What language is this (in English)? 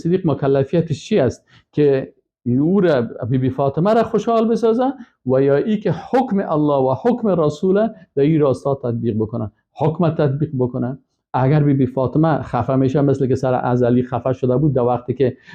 Persian